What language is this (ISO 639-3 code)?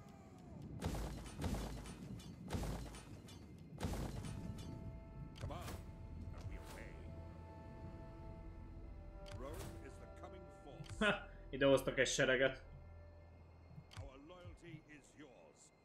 hun